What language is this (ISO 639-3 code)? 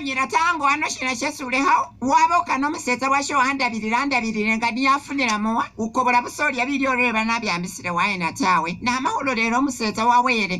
myx